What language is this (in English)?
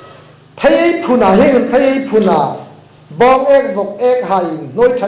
Hmar